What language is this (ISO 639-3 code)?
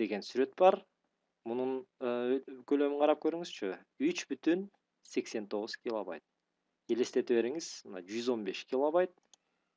kir